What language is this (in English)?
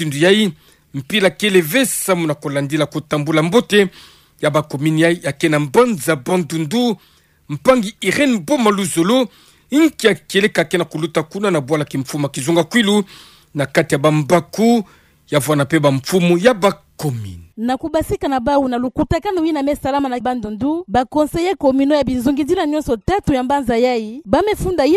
Kituba (Democratic Republic of Congo)